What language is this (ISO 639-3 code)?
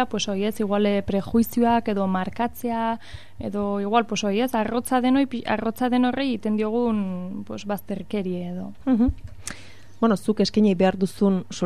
eus